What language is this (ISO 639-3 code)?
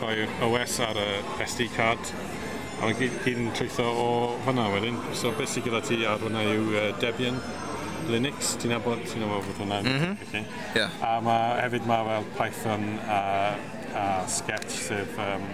cym